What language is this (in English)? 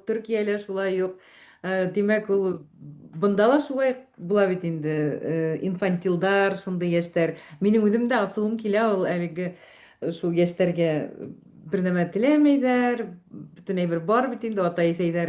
Bashkir